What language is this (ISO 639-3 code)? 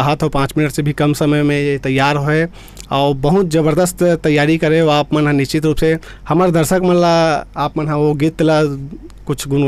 hne